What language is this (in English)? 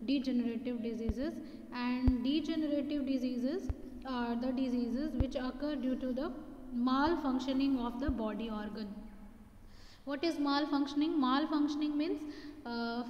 English